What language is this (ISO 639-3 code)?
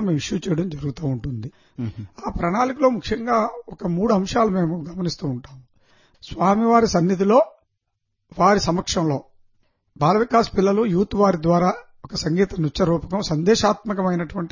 tel